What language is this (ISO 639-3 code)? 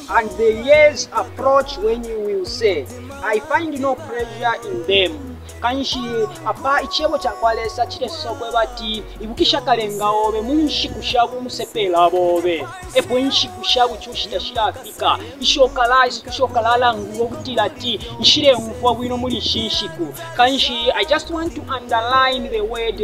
bem